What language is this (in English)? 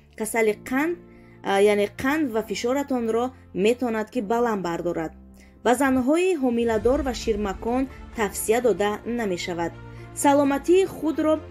Tajik